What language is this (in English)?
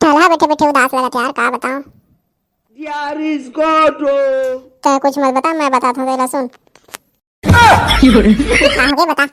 Chhattisgarhi